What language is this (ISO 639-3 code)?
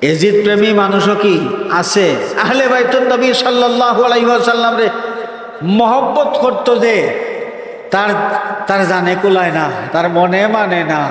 syl